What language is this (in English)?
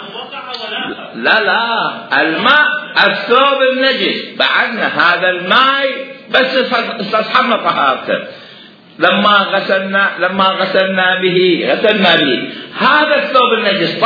Mesopotamian Arabic